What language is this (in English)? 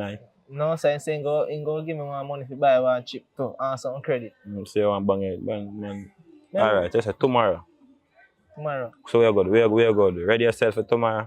Jamaican Creole English